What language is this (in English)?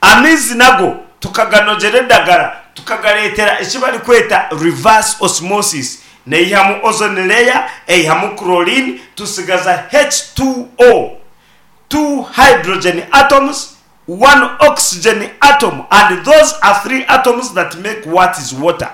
Nyankole